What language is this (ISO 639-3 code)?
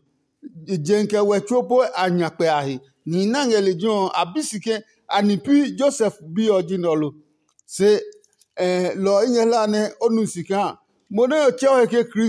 ada